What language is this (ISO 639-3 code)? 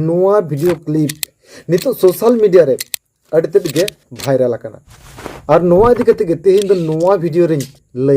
sat